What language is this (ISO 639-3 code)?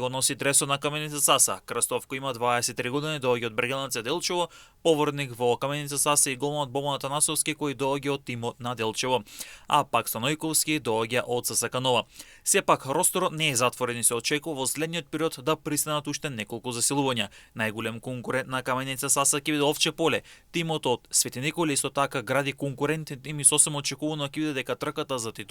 mkd